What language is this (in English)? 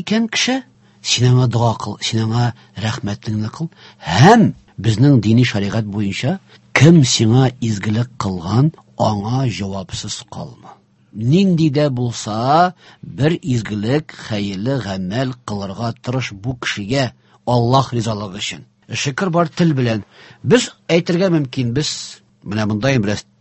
Tatar